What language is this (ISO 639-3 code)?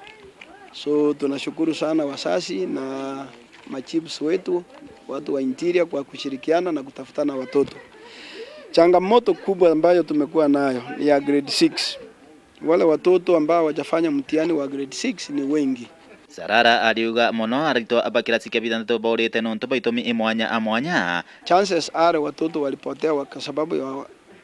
mer